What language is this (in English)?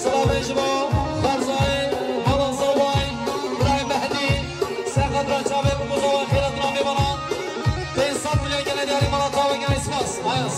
Kurdish